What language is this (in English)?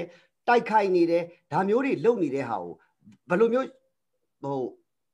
Burmese